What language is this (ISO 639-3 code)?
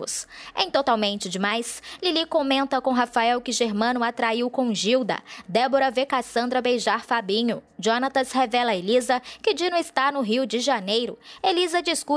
por